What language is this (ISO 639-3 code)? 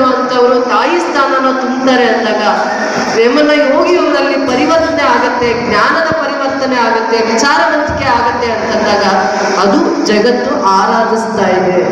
kan